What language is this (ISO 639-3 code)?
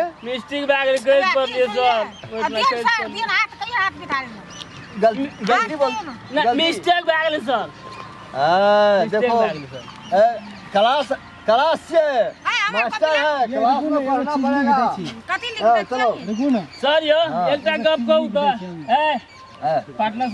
mai